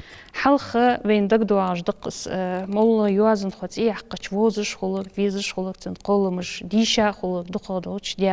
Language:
Ingush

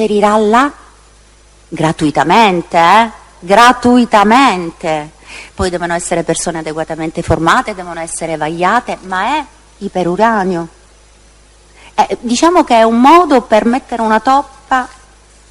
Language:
Italian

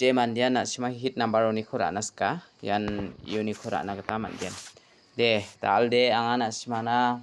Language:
Garo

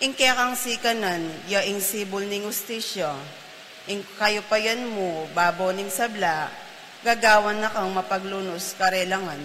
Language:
Pampanga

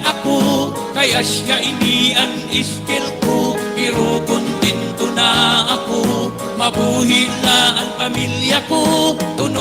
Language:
Waray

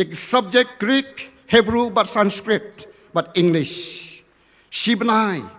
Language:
Khasi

